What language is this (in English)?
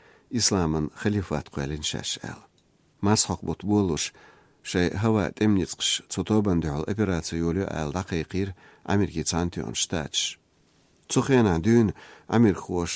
Chechen